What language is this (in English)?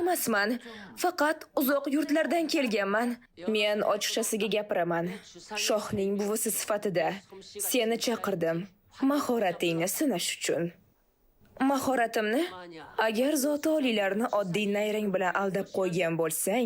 Uzbek